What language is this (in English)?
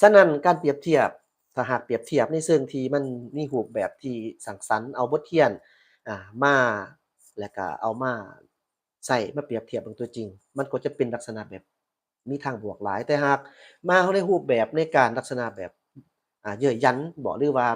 Lao